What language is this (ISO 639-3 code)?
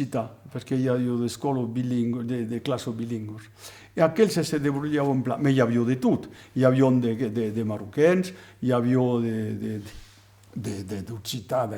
oci